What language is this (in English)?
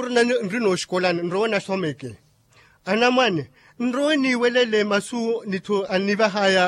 Makhuwa